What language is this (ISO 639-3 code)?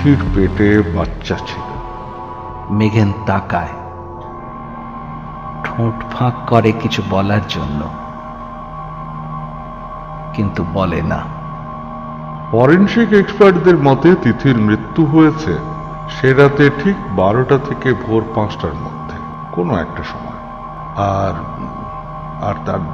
ben